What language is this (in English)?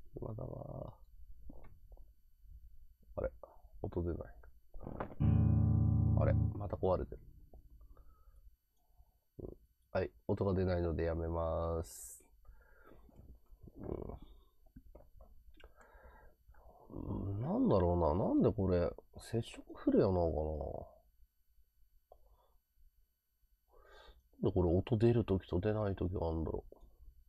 Japanese